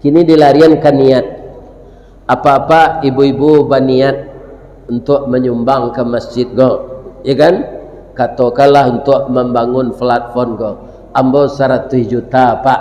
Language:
Minangkabau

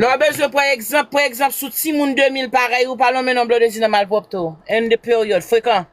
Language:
Haitian Creole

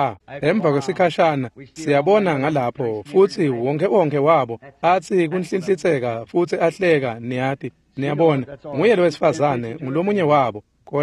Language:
Swati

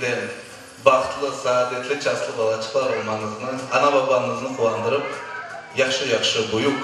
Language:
Crimean Tatar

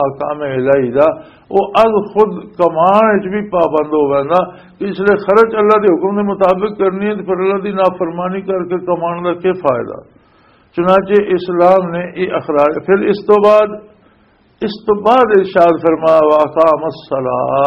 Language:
Western Panjabi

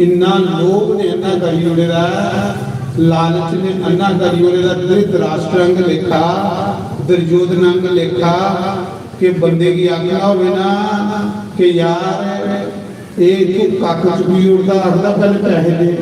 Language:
Dogri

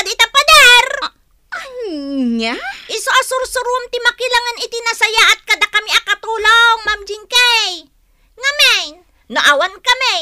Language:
Iloko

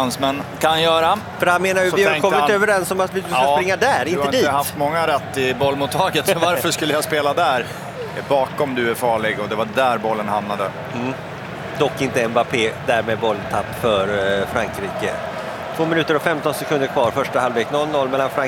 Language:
Swedish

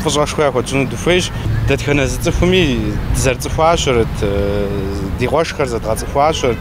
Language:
Kabardian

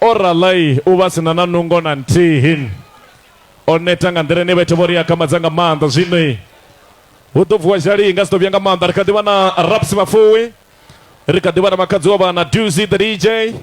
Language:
Venda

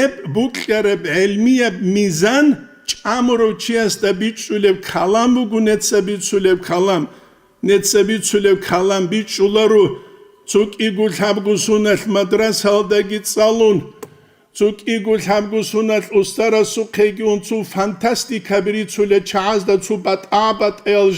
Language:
Avaric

